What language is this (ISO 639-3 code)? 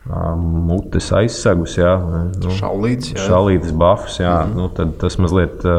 lav